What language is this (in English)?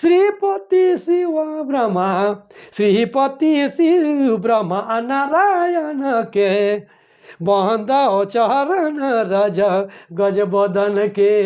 Sadri